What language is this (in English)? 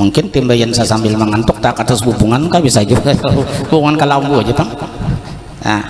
Banjar